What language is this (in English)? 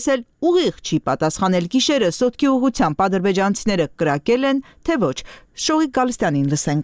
Armenian